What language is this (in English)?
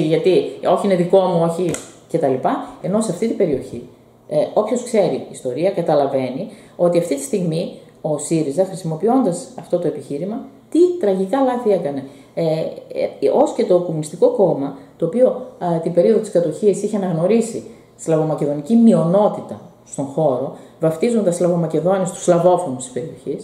Greek